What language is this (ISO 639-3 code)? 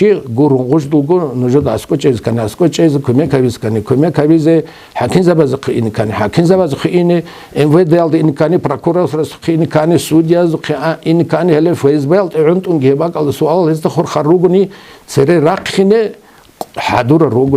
ava